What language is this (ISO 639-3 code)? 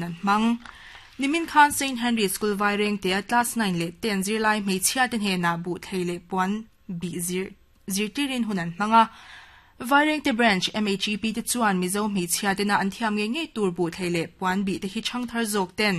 lus